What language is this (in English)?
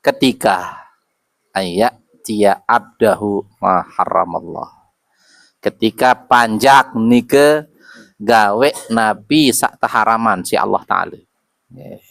Sasak